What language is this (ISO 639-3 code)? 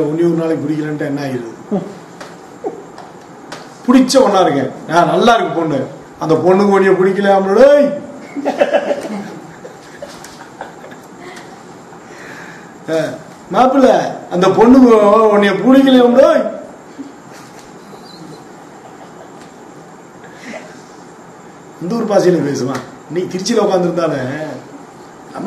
tam